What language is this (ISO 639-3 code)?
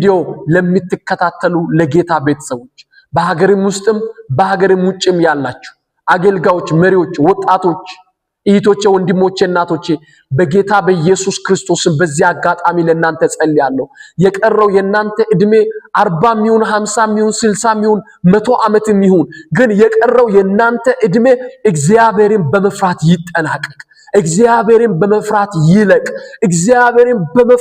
amh